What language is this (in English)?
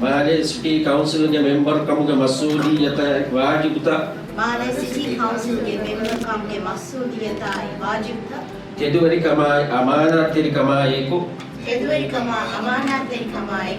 Divehi